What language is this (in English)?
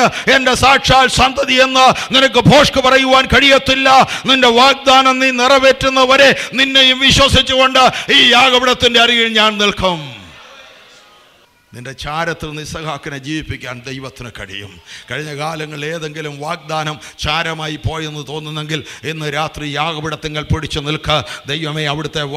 Malayalam